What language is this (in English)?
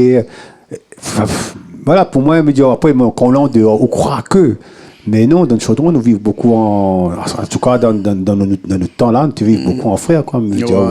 Réunion Creole French